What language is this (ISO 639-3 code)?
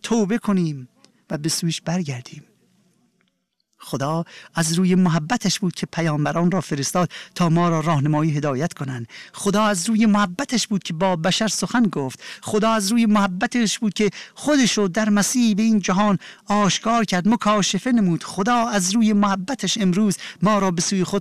fas